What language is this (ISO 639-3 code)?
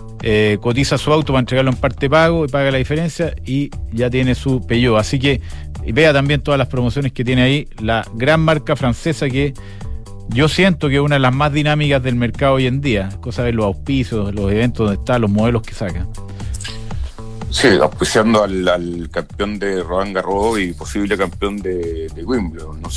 spa